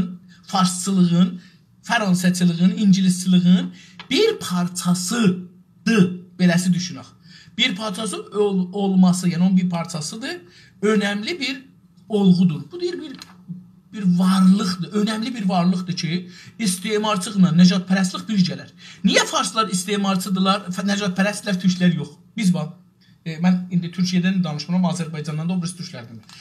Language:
South Azerbaijani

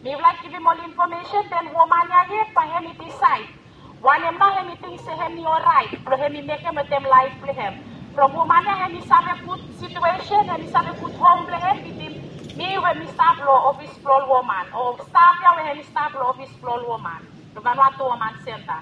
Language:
Bislama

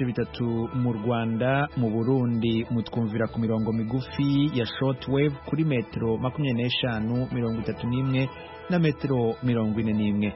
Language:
Kinyarwanda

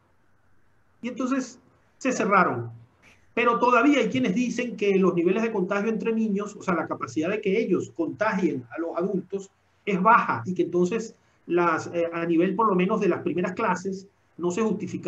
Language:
Spanish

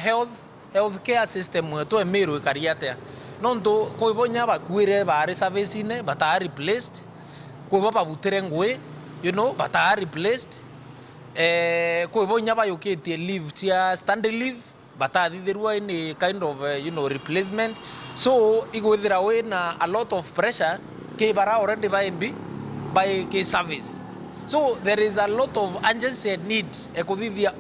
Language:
Meru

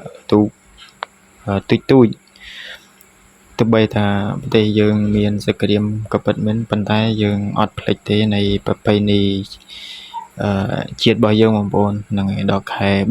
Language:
Khmer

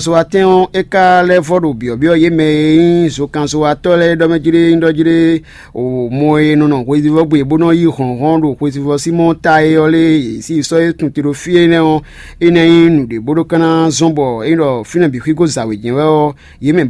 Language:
Fon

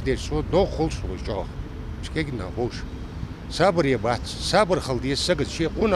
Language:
Ingush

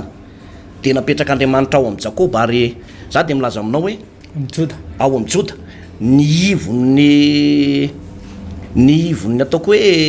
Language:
Malagasy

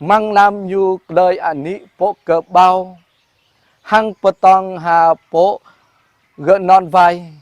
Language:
Jarai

